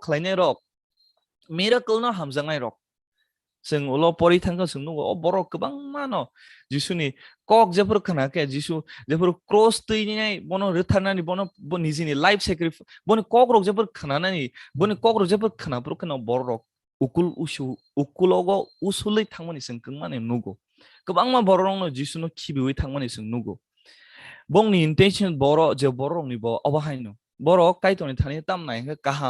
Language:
Kok Borok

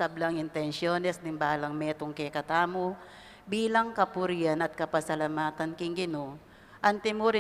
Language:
Pampanga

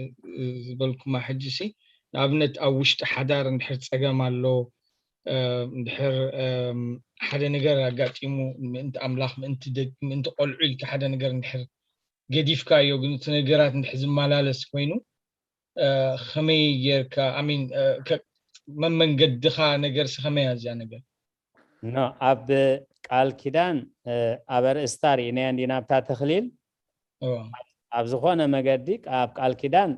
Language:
Tigrinya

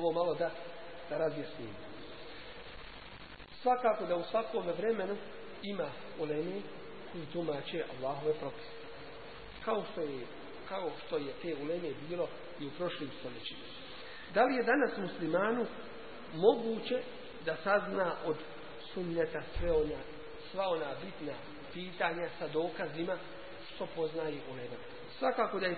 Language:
Bosnian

